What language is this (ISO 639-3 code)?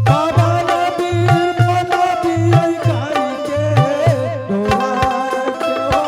anp